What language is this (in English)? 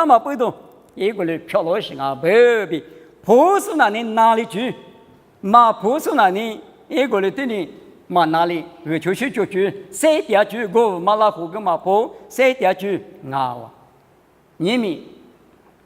Lisu